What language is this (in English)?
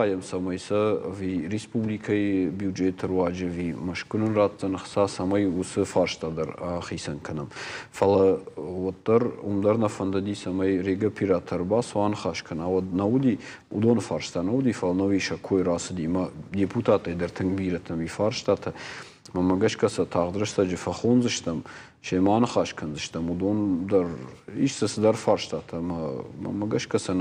Ossetic